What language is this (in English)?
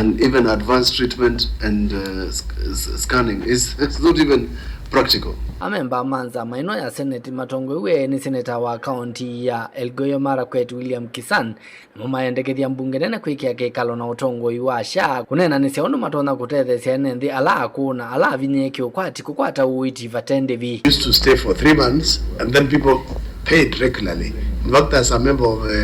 Kamba